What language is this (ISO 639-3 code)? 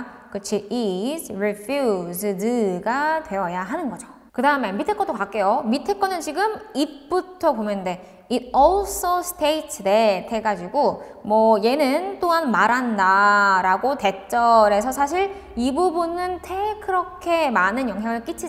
kor